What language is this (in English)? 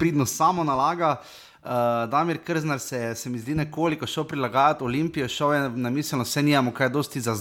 Slovenian